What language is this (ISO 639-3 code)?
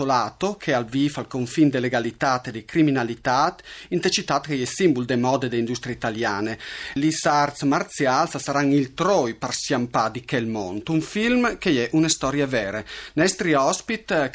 fur